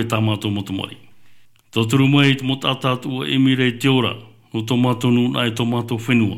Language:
Tahitian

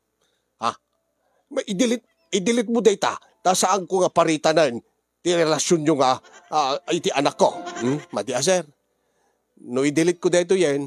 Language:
Iloko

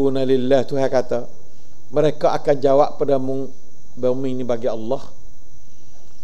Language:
Malay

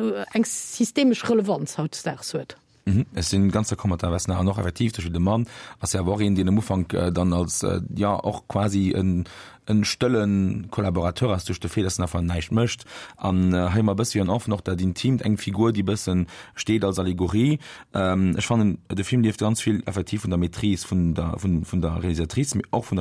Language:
Luxembourgish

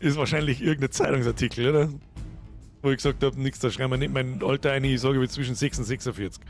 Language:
Bavarian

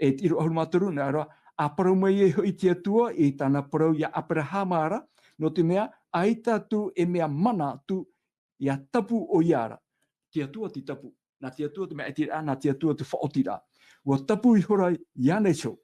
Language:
Tahitian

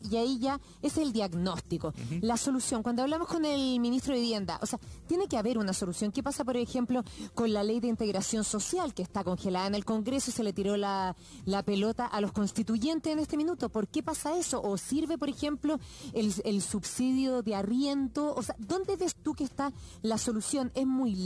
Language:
Spanish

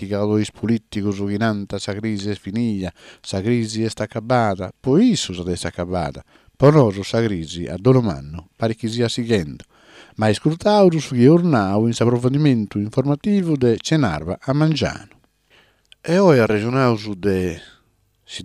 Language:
Sardinian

